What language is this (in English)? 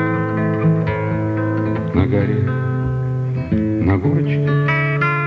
Russian